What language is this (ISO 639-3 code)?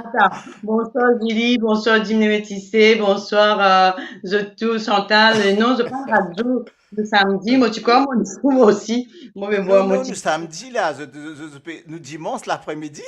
mfe